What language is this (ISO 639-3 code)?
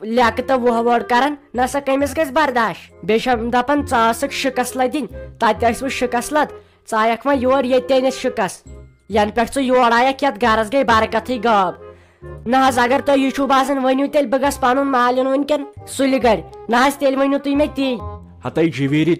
kas